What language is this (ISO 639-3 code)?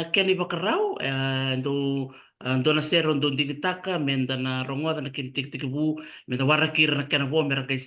fij